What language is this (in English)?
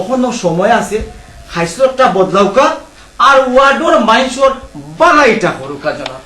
Sylheti